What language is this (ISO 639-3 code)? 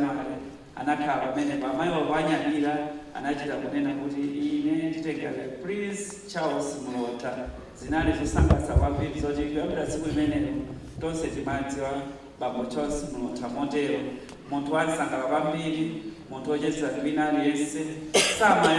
nya